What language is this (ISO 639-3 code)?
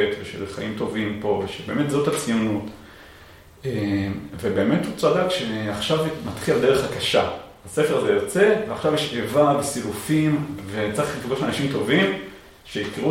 heb